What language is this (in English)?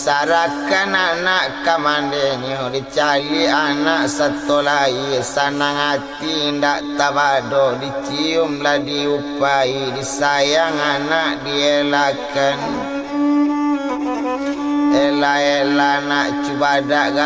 Minangkabau